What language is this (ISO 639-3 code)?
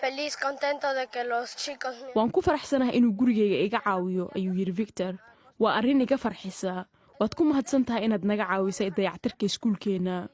som